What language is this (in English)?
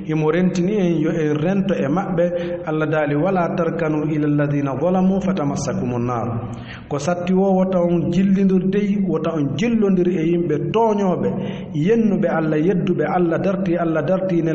Fula